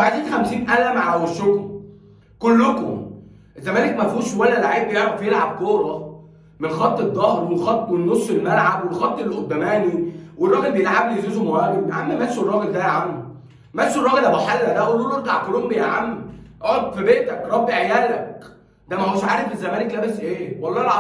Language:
Egyptian Arabic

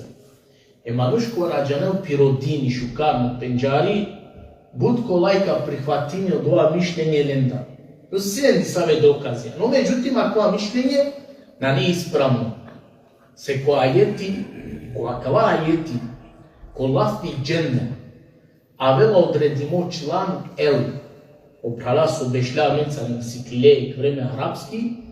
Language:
Balkan Romani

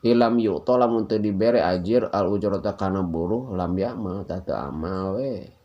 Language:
Sundanese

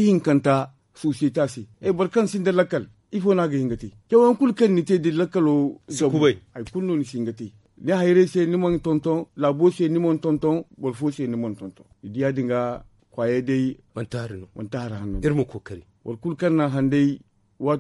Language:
Zarma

